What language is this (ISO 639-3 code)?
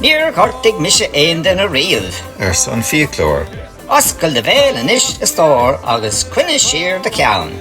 gle